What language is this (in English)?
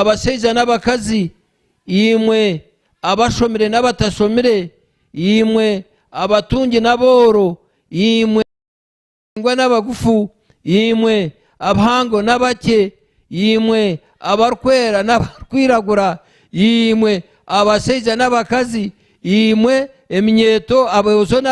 Nyankole